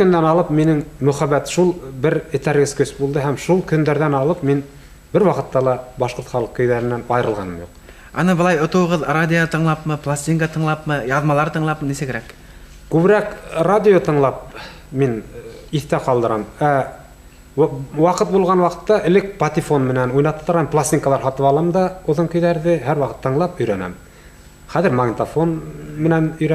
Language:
Bashkir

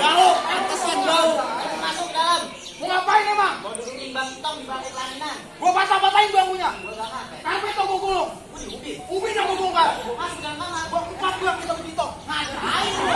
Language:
Betawi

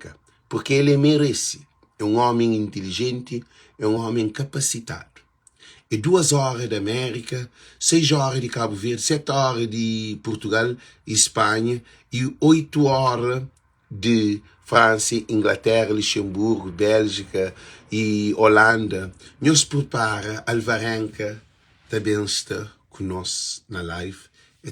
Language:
Kabuverdianu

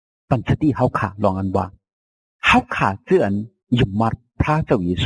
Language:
Shan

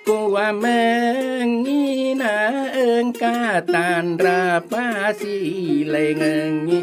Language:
Buginese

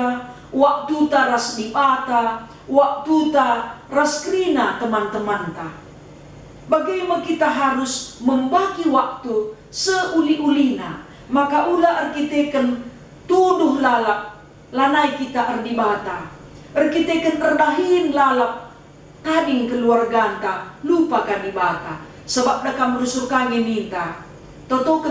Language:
Batak Karo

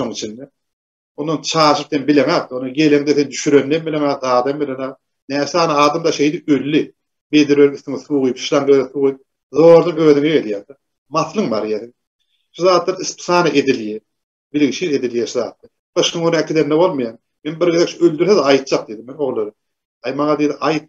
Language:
Turkmen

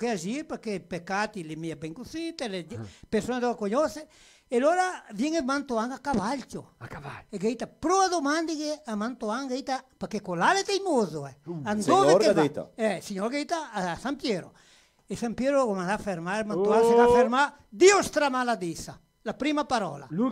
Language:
Venetian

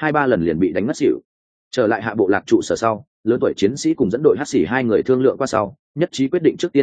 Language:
Vietnamese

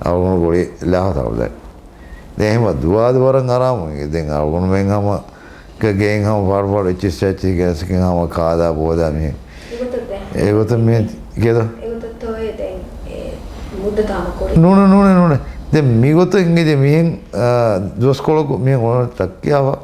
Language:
Divehi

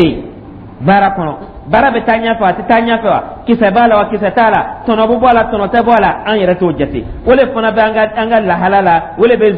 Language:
Dyula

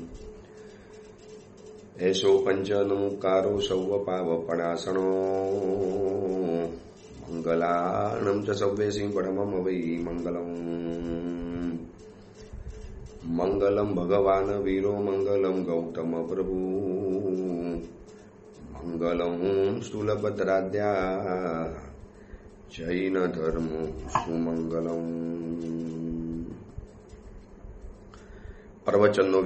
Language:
Gujarati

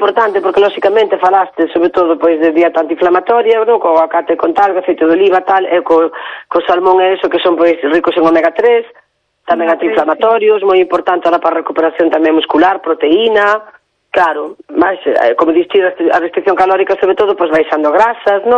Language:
Galician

